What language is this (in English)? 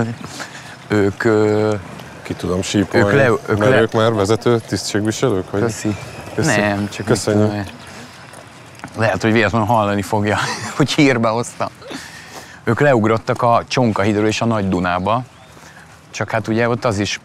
Hungarian